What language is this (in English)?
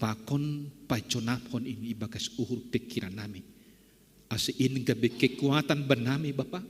Batak Simalungun